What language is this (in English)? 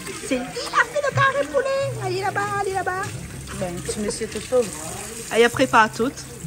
Réunion Creole French